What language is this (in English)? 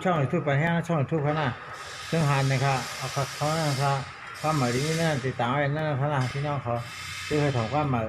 Shan